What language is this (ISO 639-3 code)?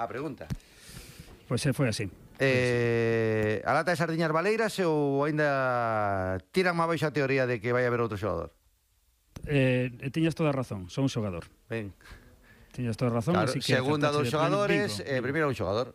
glg